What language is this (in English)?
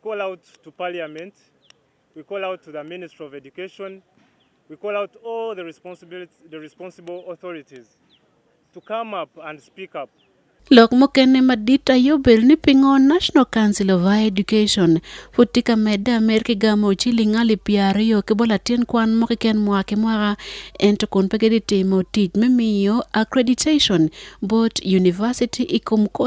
Acoli